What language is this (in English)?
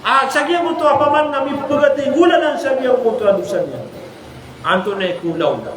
Maranao